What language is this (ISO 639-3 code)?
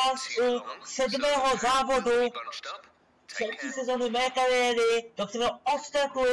ces